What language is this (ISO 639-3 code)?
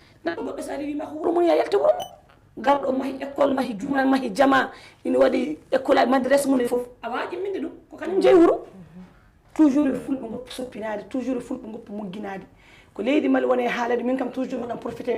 ful